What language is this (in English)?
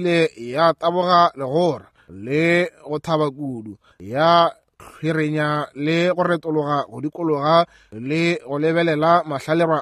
Northern Sotho